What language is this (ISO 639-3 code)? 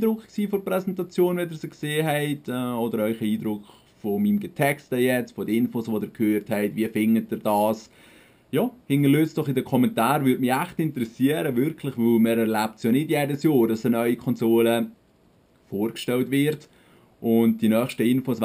gsw